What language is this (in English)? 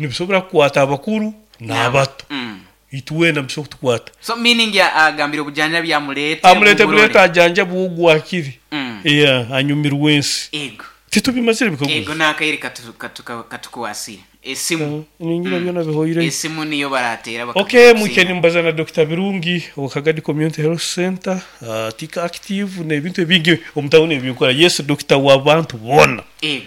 Nyoro